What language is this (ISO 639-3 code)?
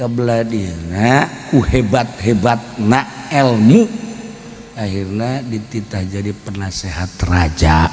sun